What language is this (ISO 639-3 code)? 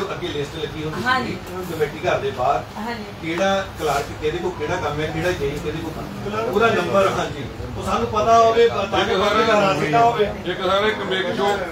pan